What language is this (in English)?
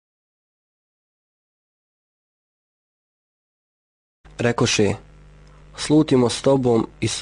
Bosnian